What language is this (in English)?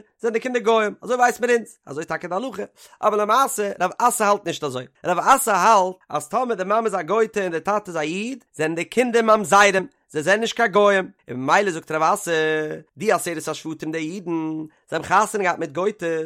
Yiddish